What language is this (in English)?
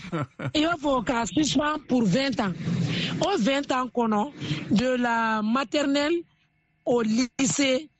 Bambara